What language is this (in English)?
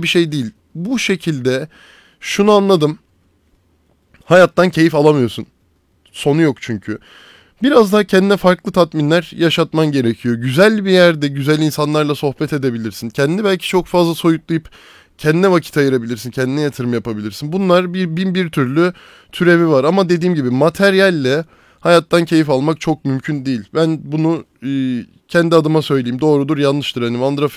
Turkish